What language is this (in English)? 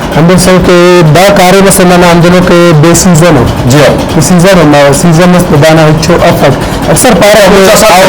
Brahui